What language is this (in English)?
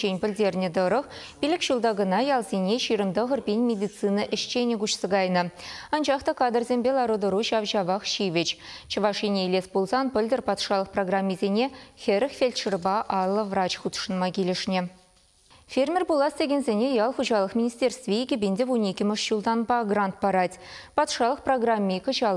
Chuvash